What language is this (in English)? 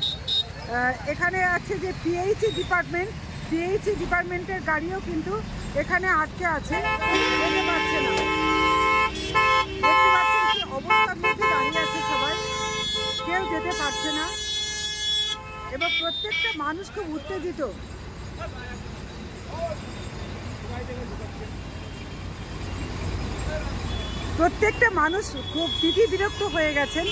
Bangla